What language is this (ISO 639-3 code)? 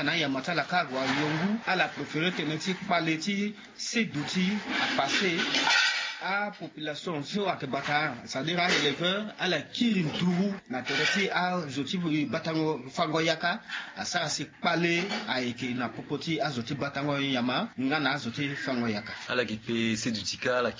sag